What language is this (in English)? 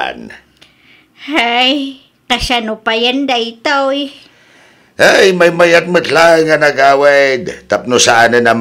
Iloko